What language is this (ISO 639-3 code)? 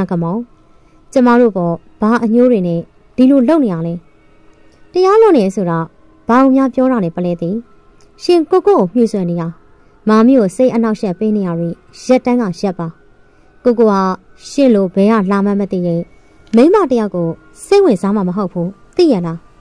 mya